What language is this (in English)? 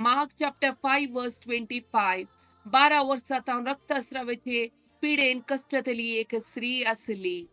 Konkani